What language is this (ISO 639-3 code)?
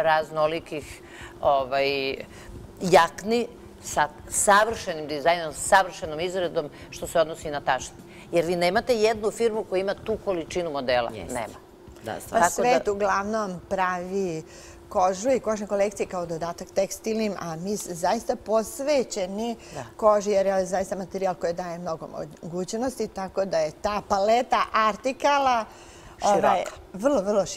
srp